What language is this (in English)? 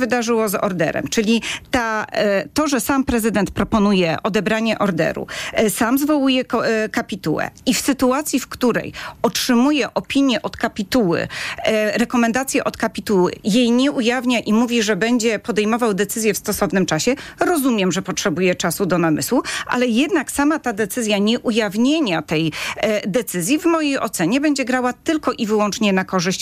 Polish